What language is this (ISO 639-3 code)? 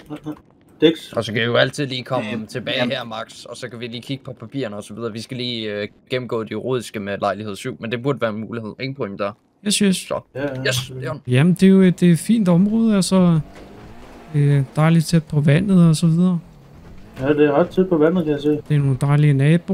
dan